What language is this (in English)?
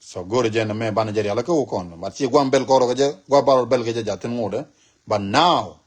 Nuer